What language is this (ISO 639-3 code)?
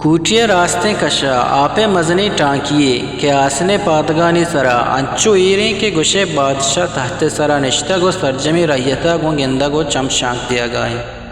bgp